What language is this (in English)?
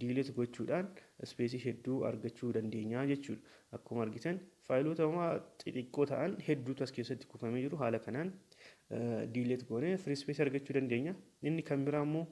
Oromo